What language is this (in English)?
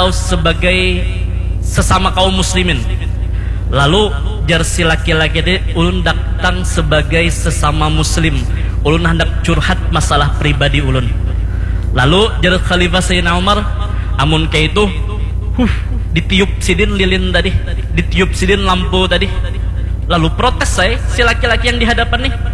Banjar